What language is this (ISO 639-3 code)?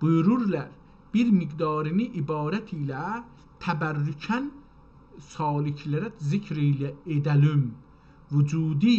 azb